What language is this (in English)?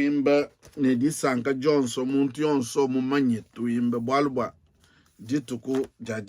Luba-Lulua